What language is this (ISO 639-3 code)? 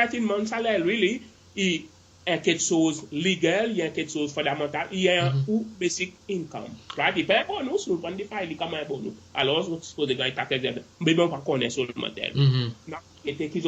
crs